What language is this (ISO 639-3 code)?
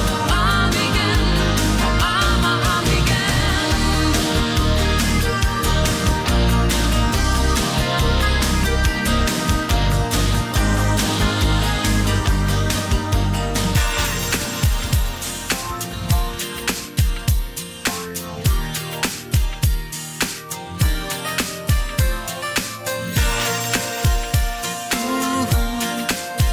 dan